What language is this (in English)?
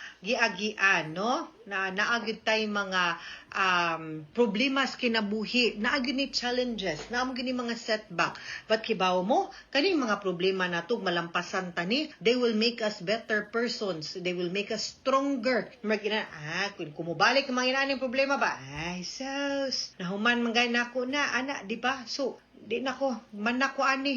Cebuano